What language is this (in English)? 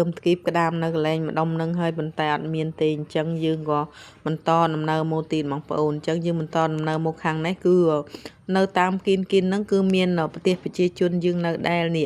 Khmer